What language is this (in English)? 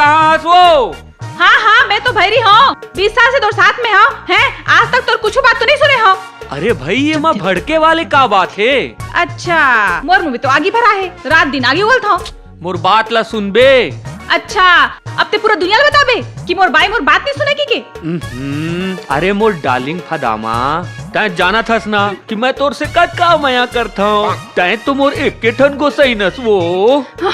Chhattisgarhi